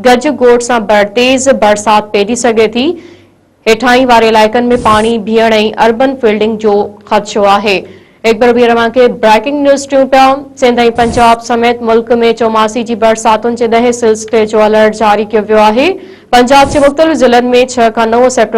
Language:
Sindhi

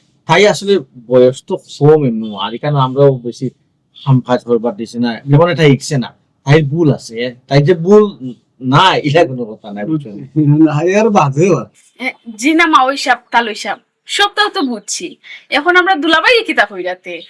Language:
Sylheti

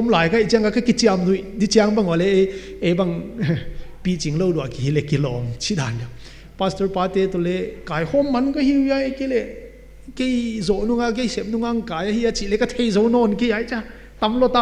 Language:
Paite Chin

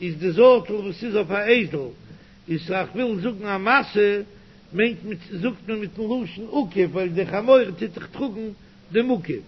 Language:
Yiddish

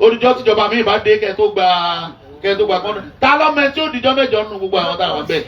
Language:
Yoruba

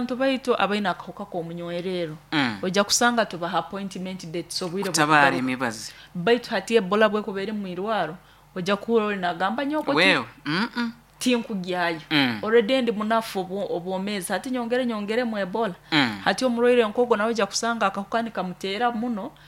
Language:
Nyoro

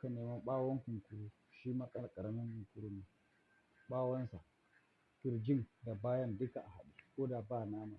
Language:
Hausa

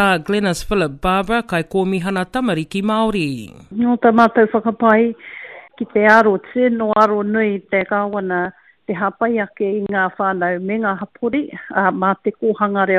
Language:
Māori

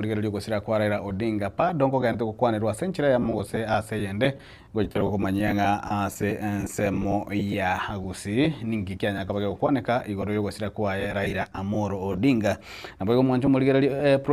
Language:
Gusii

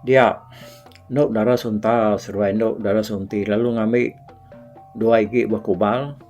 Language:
Iban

